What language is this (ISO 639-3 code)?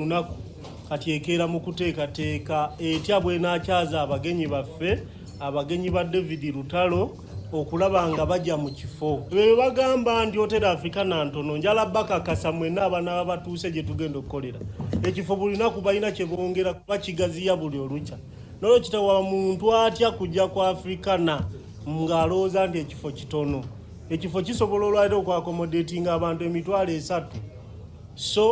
lug